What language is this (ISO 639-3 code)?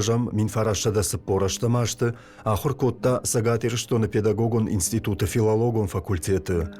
oss